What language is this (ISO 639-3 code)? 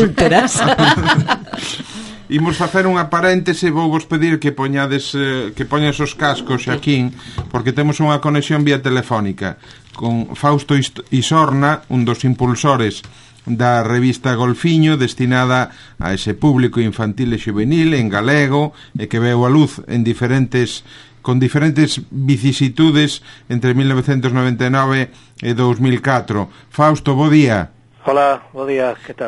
glg